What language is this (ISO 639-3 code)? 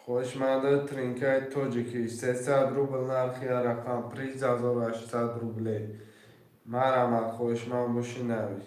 tgk